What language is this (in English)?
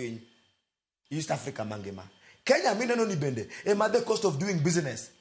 Luo (Kenya and Tanzania)